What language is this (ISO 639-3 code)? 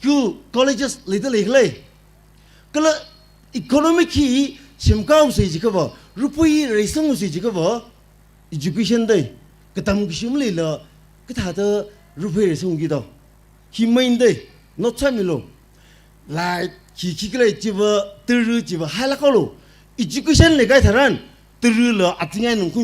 nmf